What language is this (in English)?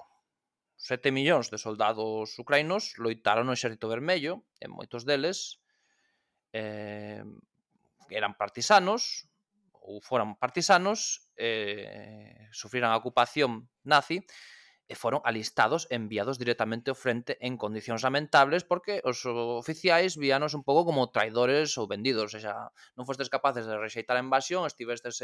Galician